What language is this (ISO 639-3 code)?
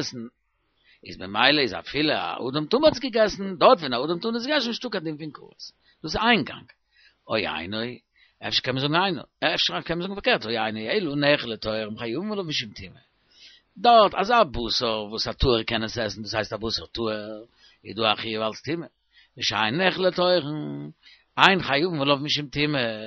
yid